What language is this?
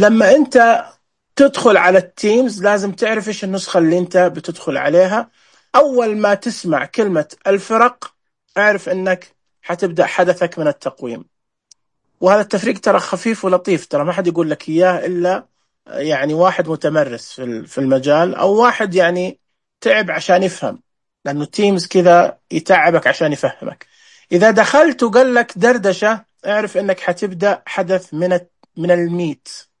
Najdi Arabic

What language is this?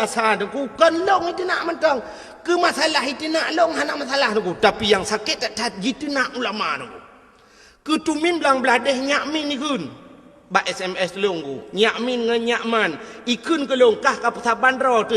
Achinese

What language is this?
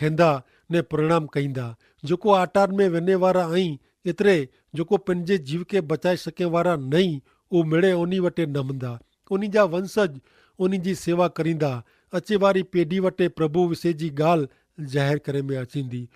Kachhi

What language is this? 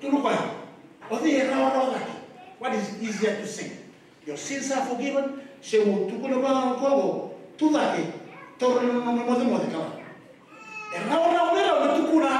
Fijian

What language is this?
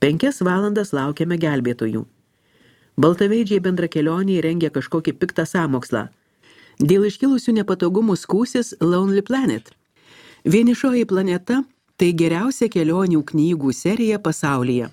Lithuanian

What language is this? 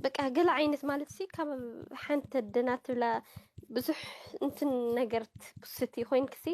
Tigrinya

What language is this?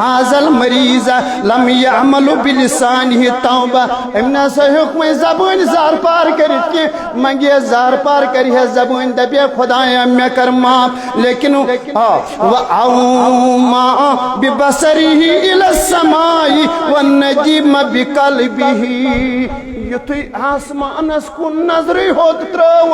Kashmiri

